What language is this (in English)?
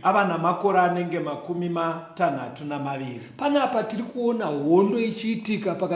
Shona